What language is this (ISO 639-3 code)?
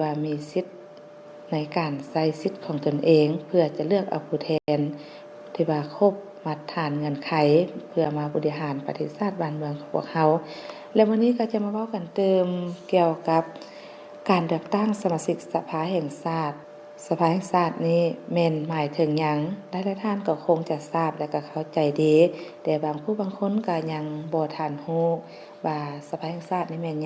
lao